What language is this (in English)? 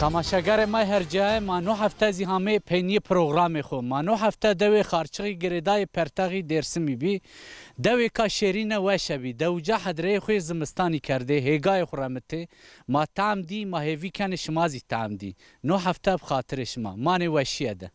Zaza